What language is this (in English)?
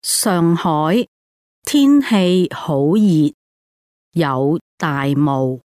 Cantonese